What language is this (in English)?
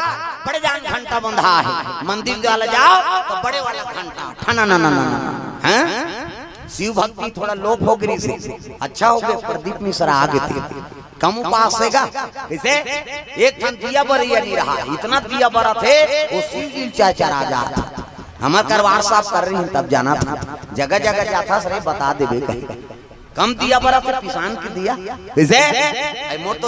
Chhattisgarhi